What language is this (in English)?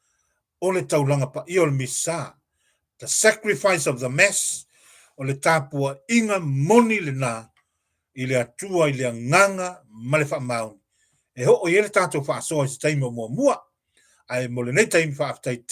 Samoan